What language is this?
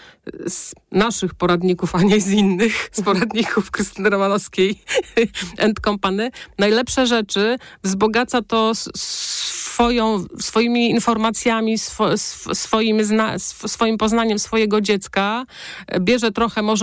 Polish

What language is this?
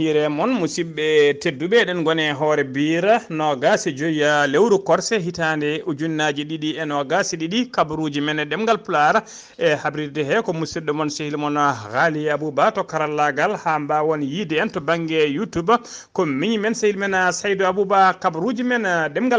Fula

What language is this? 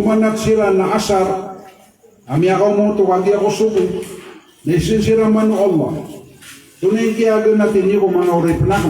Maranao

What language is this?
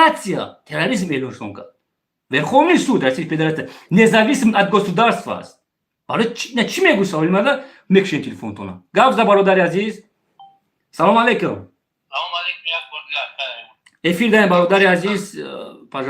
Tajik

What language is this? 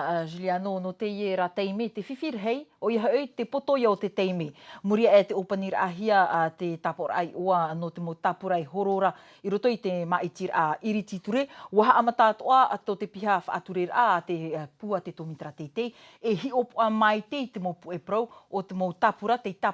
Tahitian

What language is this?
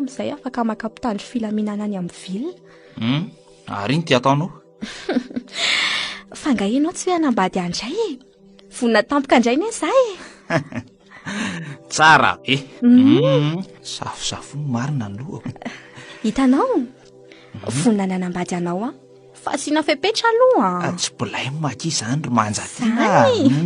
Malagasy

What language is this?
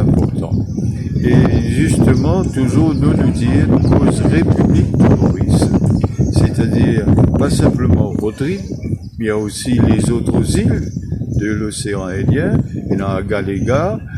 Morisyen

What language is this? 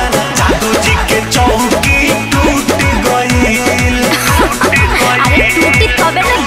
Bhojpuri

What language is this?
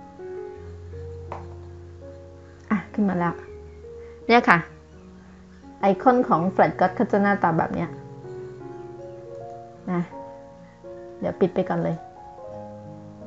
Thai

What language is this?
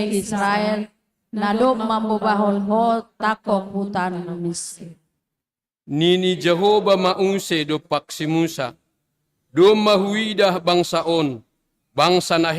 Batak Simalungun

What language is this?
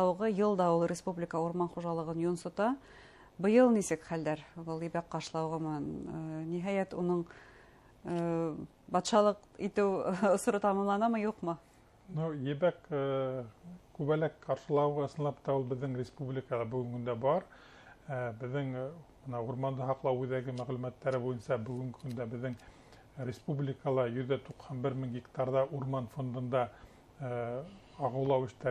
Bashkir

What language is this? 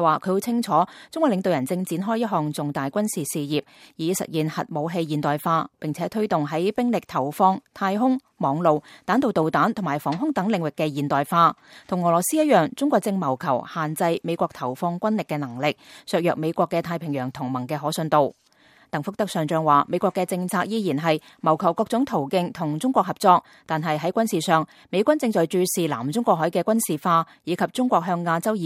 Cantonese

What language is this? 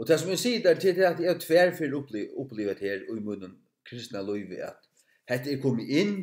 Faroese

